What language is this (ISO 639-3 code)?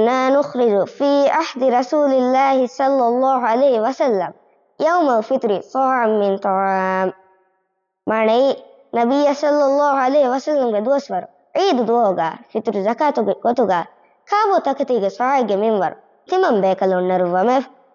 div